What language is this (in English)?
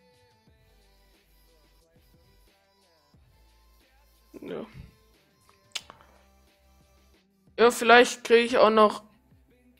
German